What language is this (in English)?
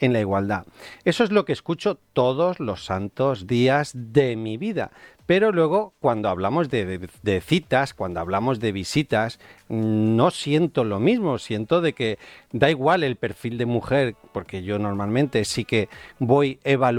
Spanish